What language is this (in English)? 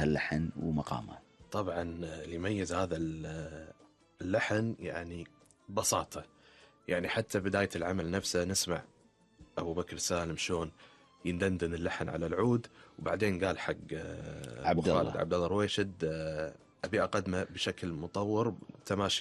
Gulf Arabic